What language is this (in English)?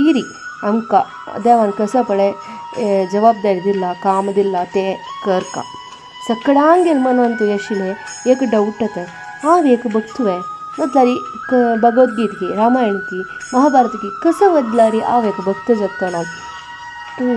Konkani